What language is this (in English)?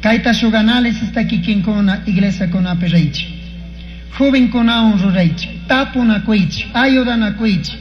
Chimborazo Highland Quichua